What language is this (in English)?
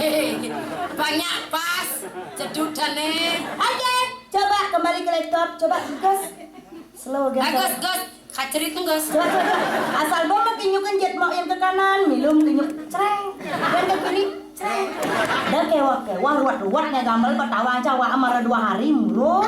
Balinese